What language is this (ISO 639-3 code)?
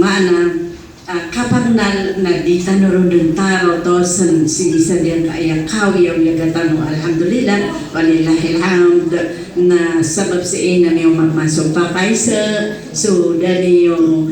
mrw